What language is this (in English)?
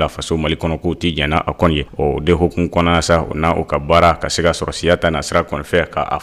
Bambara